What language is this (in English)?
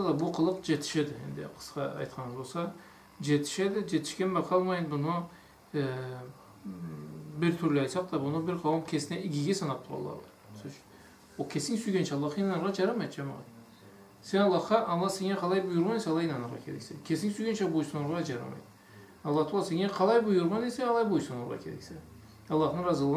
Karachay-Balkar